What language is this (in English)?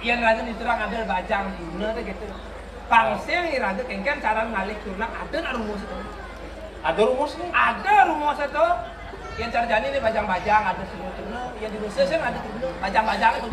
Balinese